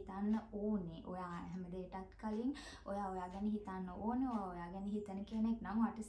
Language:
Sinhala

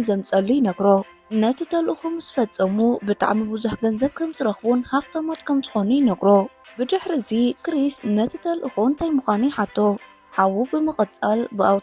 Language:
Tigrinya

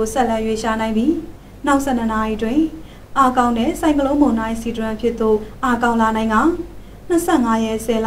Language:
Burmese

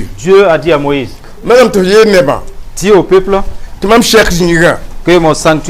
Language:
Mossi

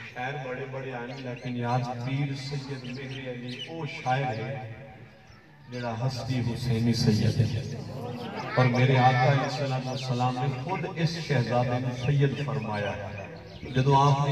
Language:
Saraiki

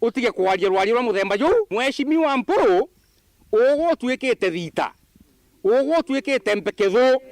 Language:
Meru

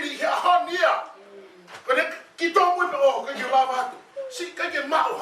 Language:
Tongan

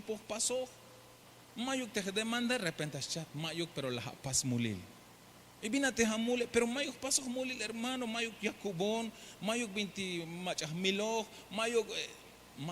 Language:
Tzeltal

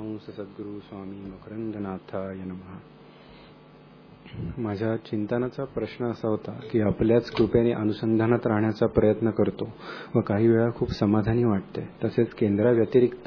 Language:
Marathi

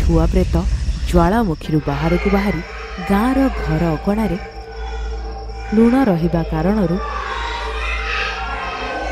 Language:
Odia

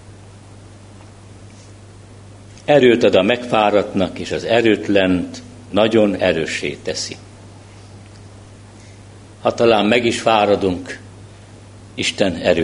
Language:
Hungarian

